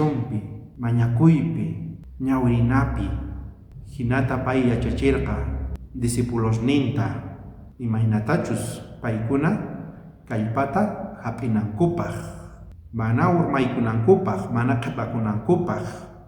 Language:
South Bolivian Quechua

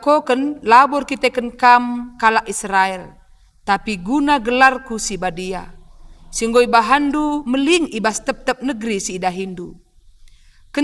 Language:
Batak Karo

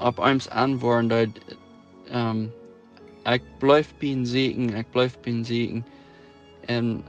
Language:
Plautdietsch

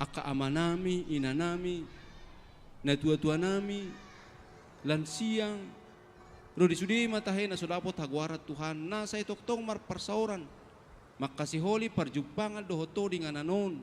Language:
Batak Toba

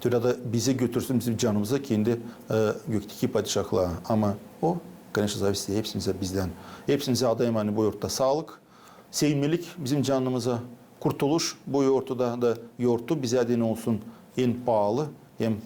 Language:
Gagauz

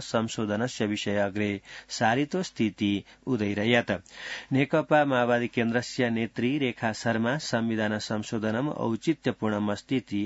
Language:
Sanskrit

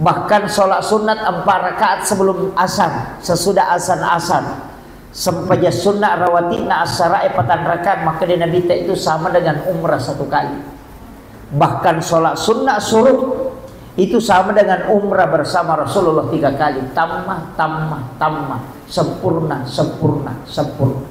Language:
Buginese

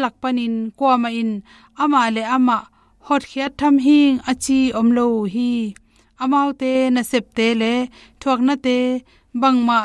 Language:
Tedim Chin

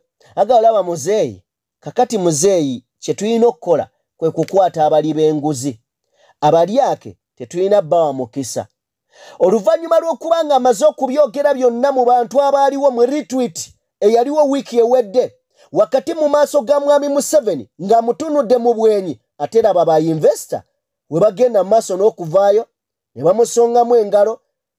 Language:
Ganda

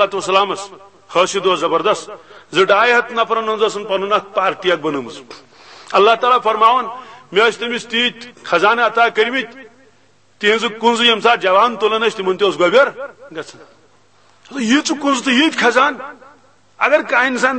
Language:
Kashmiri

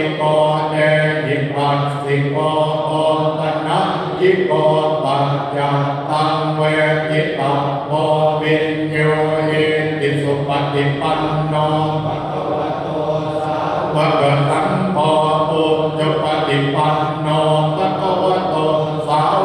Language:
Pali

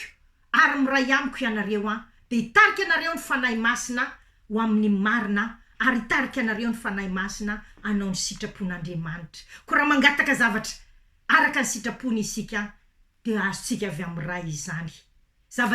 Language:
Malagasy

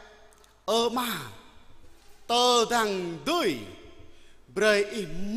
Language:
Jarai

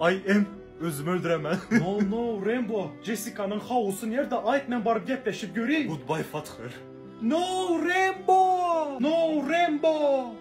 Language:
Turkmen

